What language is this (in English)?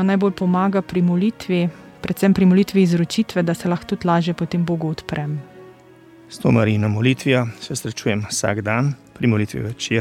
Slovenian